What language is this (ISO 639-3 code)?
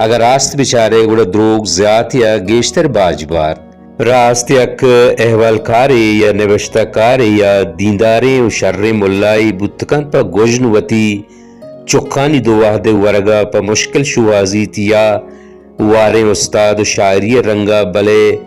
bal